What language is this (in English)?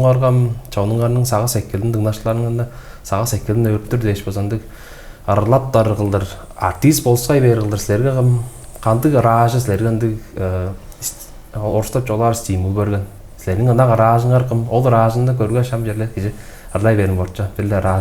Tuvinian